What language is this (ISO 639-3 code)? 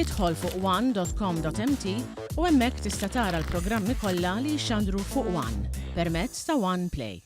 mlt